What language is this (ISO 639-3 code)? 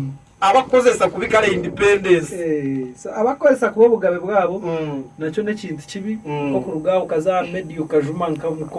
nyn